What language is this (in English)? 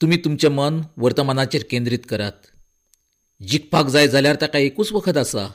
Konkani